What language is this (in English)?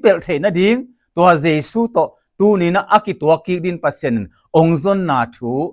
Tedim Chin